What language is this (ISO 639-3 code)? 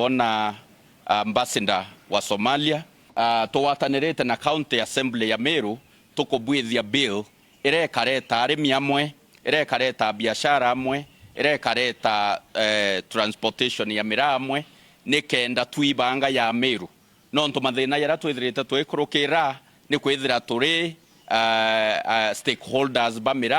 mer